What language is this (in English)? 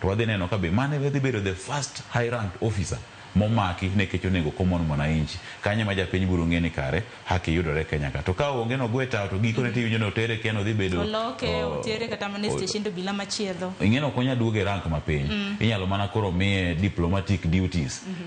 Luo (Kenya and Tanzania)